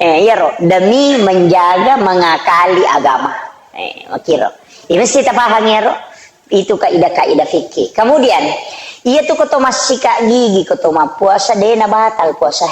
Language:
Buginese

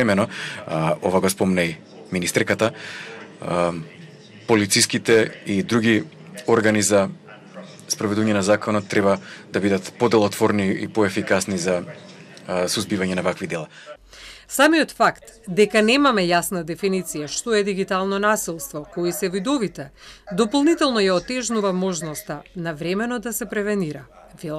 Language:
Macedonian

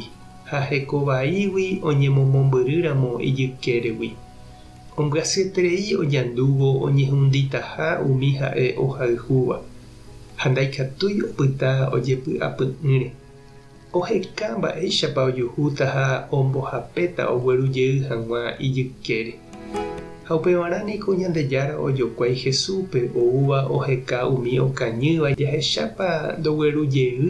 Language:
Guarani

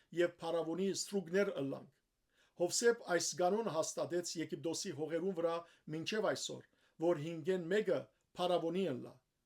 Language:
Western Armenian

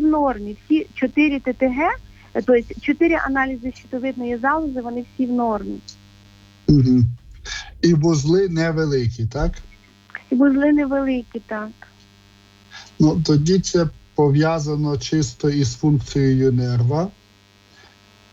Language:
Ukrainian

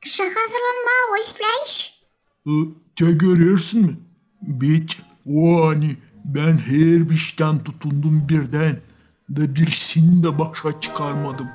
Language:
Gagauz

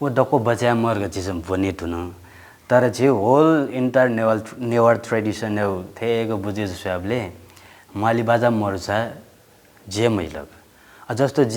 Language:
Newari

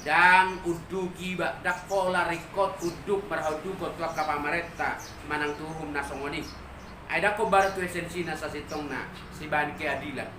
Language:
Batak Toba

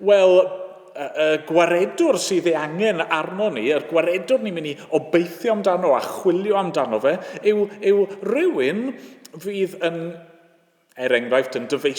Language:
Welsh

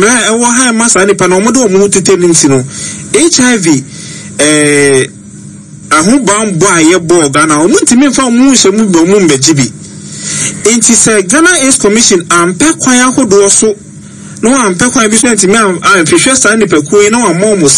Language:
Akan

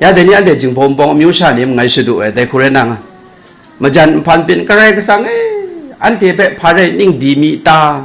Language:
Kachin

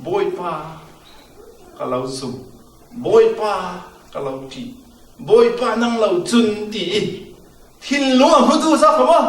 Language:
Falam Chin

